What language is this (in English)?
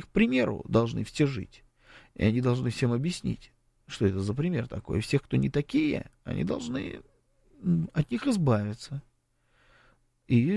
Russian